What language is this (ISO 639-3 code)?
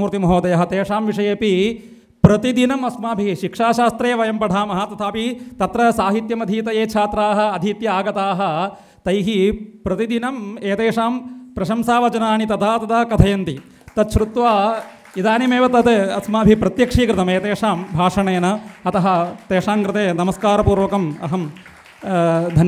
san